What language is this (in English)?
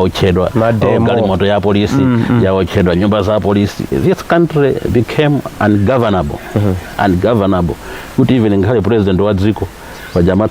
Nyanja